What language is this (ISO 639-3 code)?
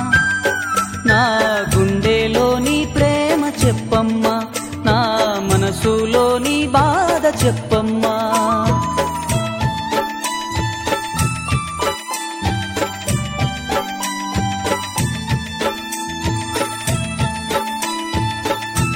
tel